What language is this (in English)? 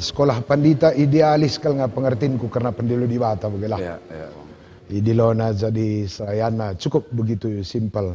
Batak Karo